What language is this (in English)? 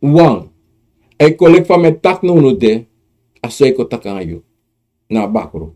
Sranan Tongo